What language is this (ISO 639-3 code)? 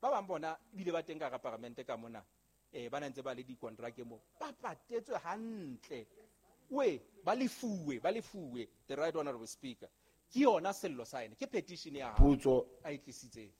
sot